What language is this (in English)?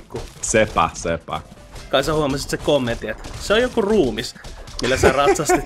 Finnish